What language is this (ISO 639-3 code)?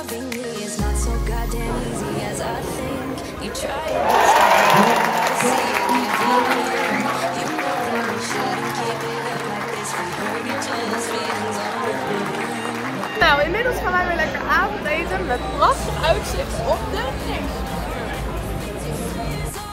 nld